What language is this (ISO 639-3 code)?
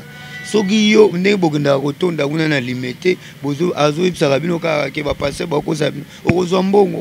lin